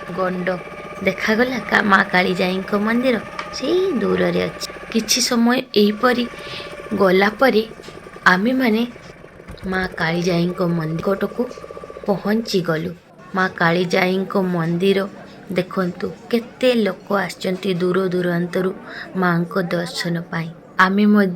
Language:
Odia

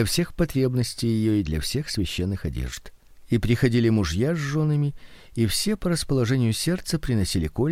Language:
Russian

